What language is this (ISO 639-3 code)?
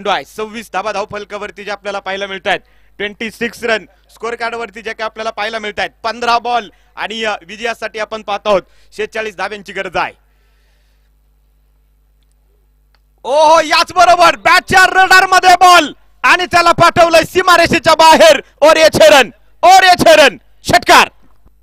mar